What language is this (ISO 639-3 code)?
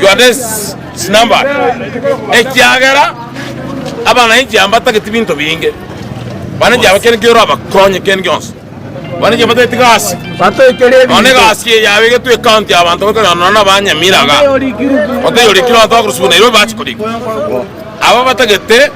guz